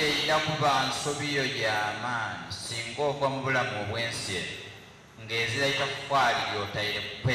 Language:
Soga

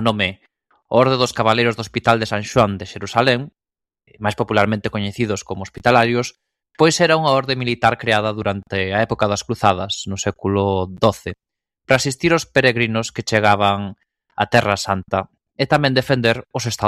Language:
Galician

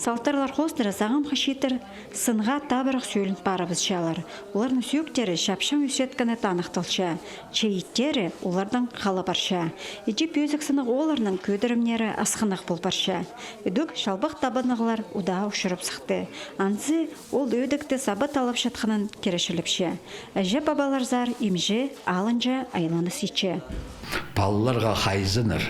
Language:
Khakas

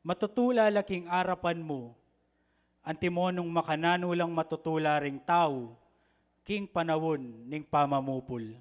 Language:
Pampanga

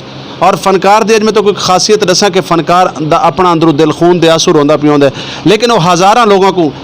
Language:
Saraiki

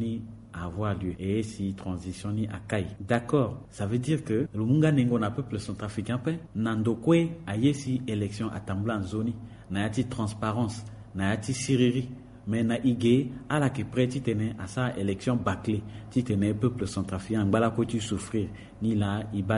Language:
Sango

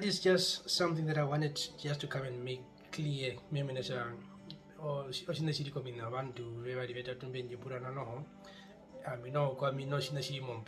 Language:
Herero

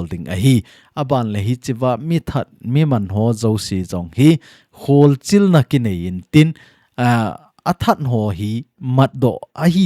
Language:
Thado Chin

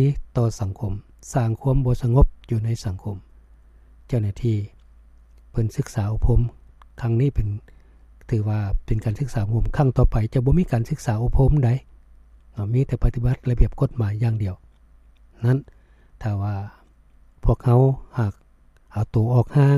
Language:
Lao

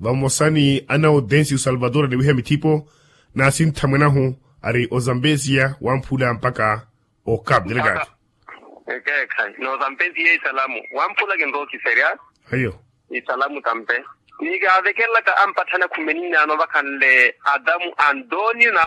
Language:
Makhuwa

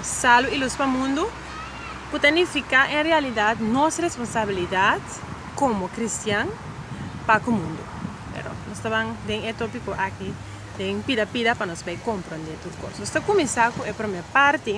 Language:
Papiamento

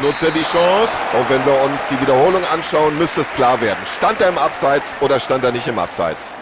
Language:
Bavarian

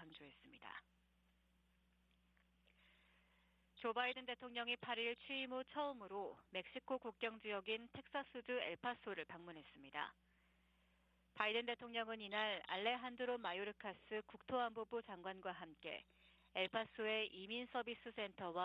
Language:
Korean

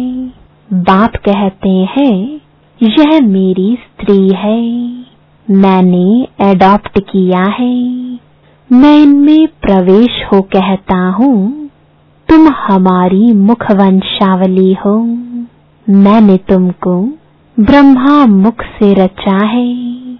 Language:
Hindi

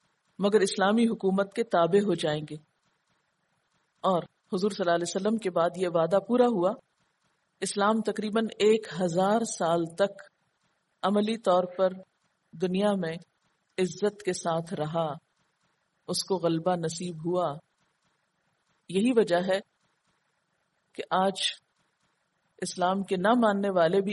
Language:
Urdu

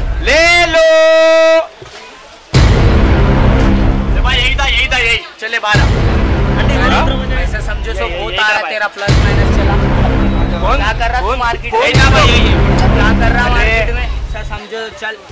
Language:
Hindi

